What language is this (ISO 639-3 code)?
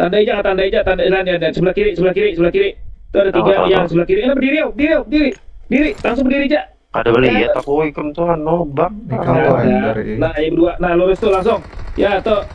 bjn